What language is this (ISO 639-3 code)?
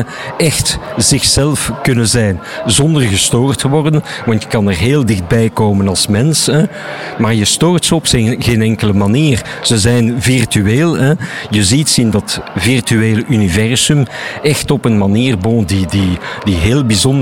nld